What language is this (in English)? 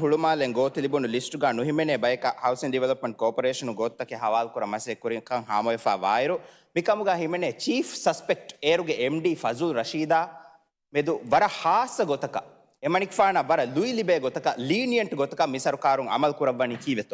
Divehi